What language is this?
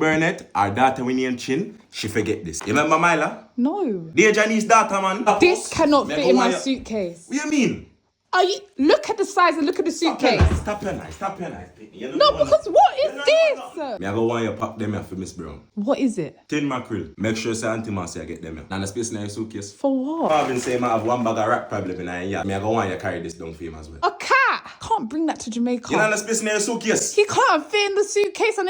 Jamaican Creole English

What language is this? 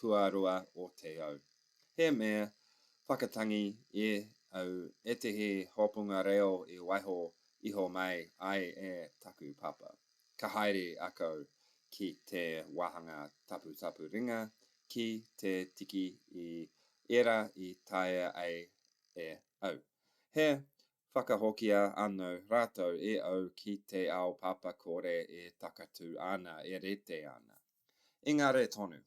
Māori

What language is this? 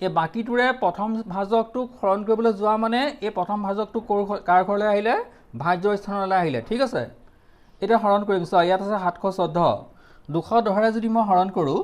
Assamese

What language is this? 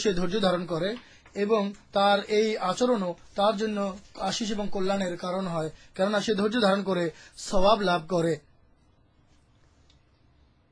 Bangla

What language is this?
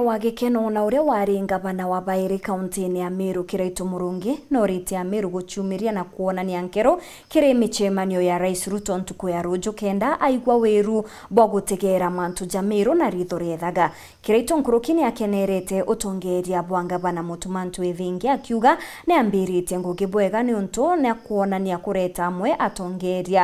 Meru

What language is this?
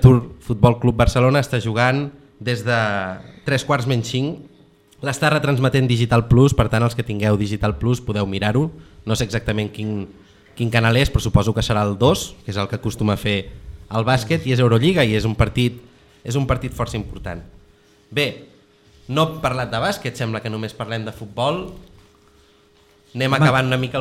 Catalan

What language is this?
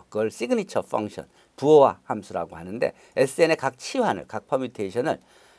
Korean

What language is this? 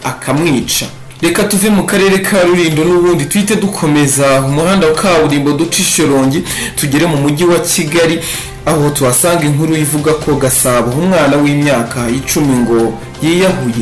Kinyarwanda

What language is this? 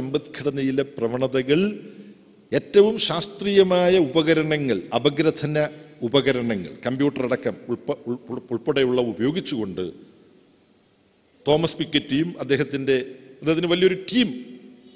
Malayalam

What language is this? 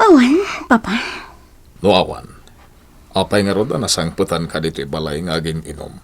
Iloko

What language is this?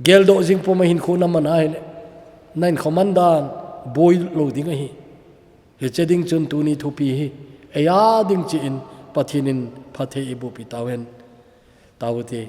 Thado Chin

